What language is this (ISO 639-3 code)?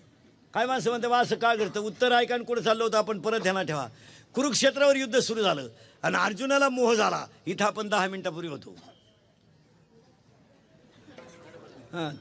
mar